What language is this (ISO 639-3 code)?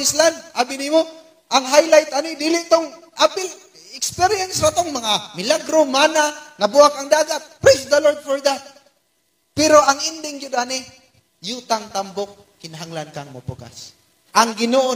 ceb